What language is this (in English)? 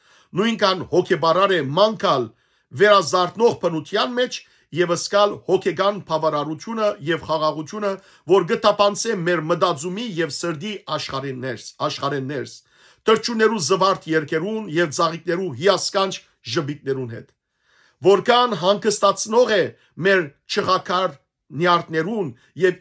Western Armenian